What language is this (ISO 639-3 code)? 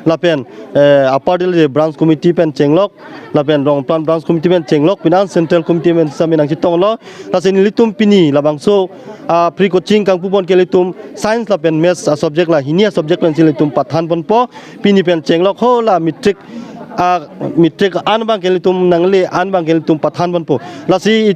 mjw